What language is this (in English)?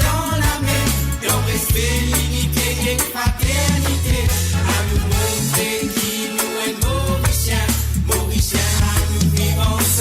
Morisyen